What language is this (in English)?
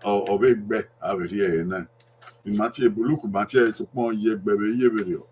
Bini